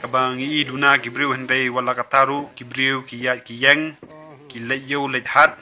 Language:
Khasi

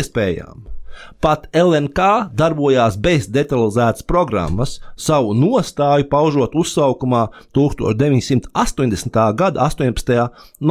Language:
Latvian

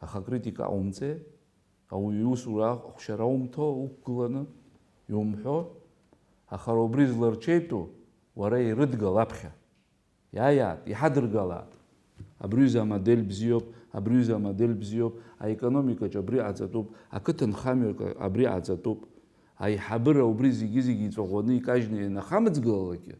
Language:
Abkhazian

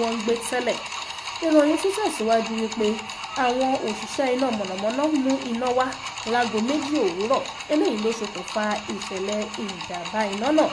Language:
Yoruba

